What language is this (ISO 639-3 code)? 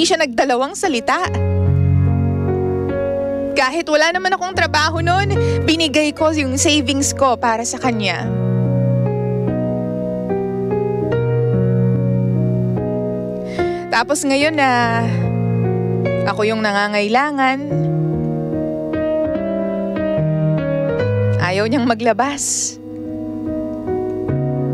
fil